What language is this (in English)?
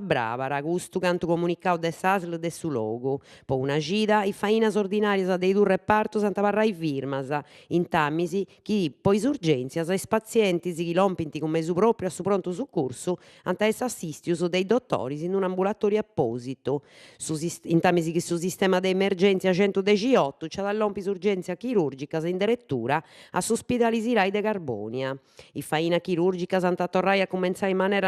Sardinian